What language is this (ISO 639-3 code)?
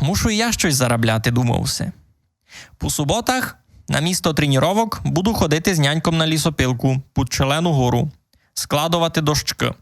rue